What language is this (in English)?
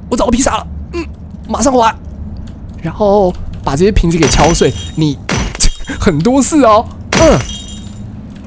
Chinese